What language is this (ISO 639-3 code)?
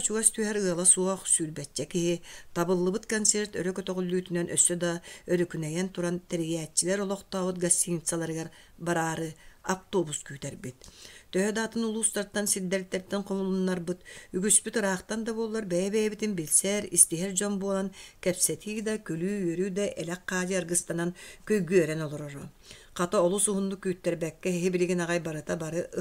sah